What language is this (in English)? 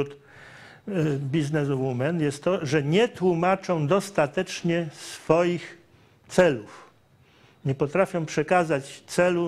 Polish